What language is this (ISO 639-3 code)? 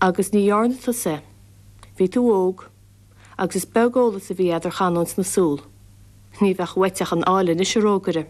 gle